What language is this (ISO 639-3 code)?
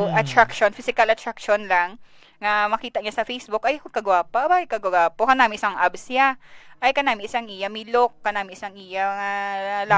hil